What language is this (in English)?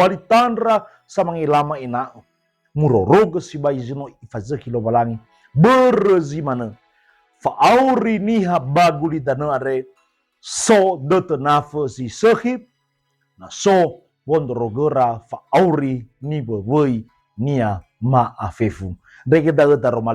Nias